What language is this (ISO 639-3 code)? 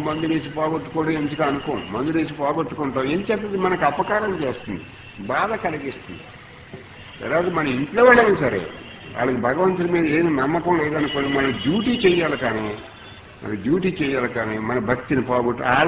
tel